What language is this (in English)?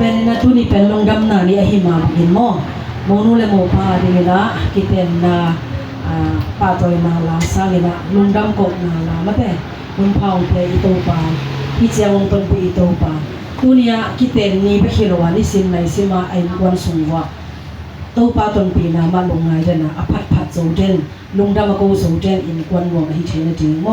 Tedim Chin